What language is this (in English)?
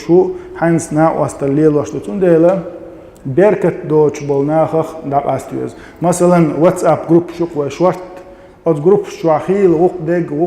Chechen